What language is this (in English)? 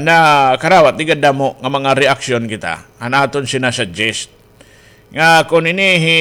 Waray